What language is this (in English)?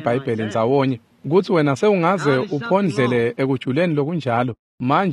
Swati